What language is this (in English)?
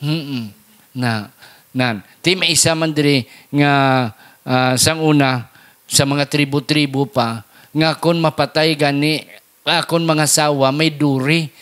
Hiligaynon